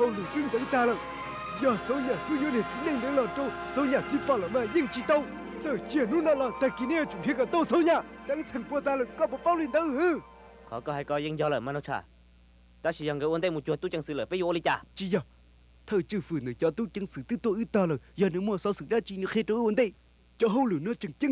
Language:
Hmong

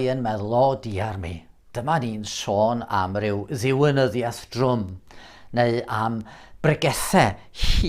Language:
Welsh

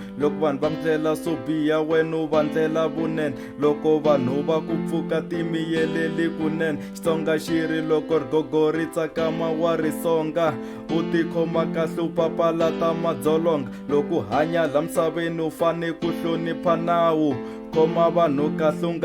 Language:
Tsonga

